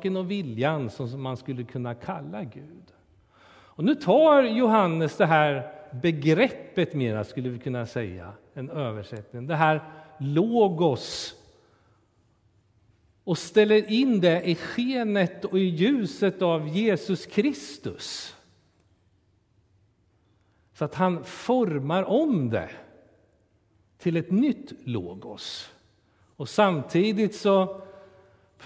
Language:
Swedish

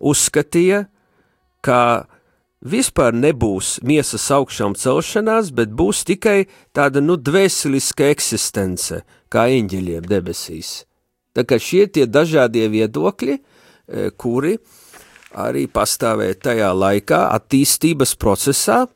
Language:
Latvian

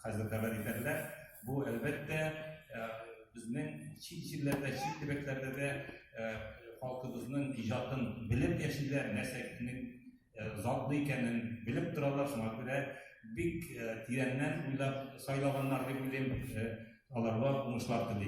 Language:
Tatar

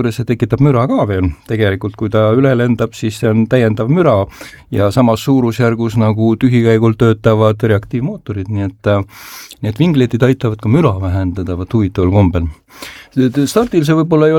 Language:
Estonian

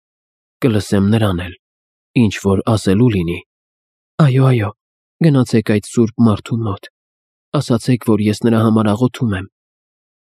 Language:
Armenian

